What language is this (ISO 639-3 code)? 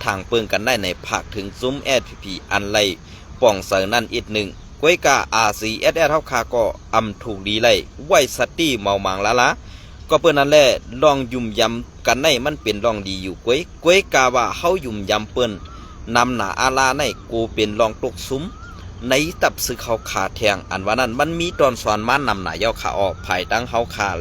shn